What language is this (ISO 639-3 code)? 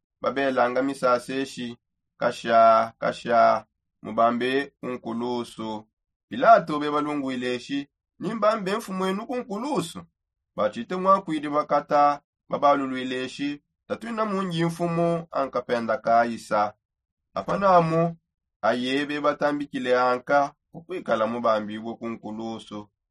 sop